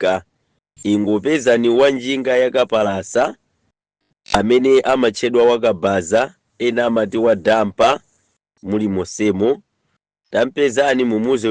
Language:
Nyanja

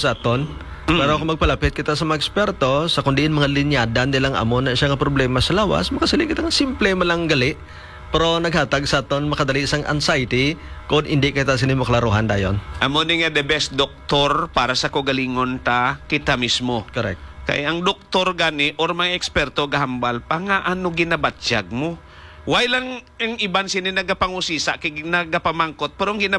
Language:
Hiligaynon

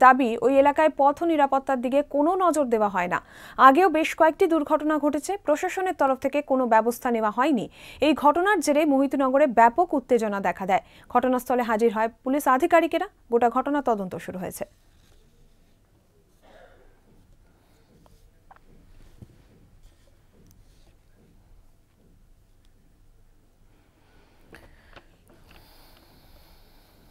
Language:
Bangla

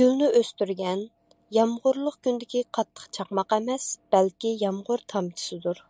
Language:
Uyghur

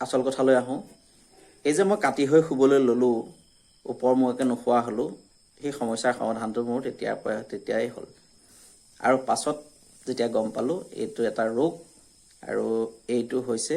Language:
Assamese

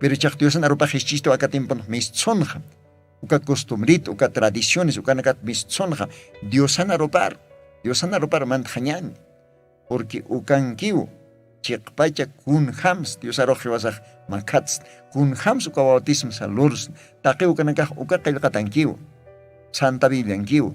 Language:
Aymara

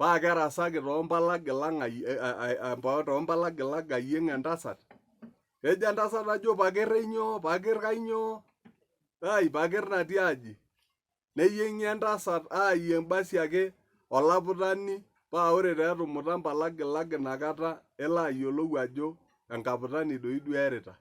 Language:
Masai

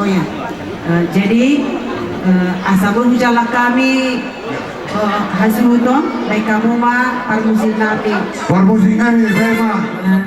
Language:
Batak Toba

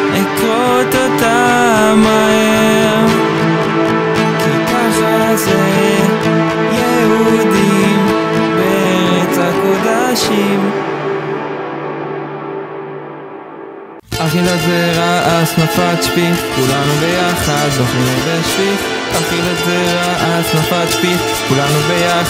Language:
Hebrew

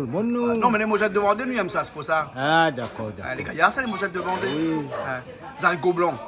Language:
Réunion Creole French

